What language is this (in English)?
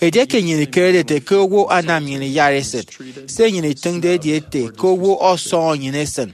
Efik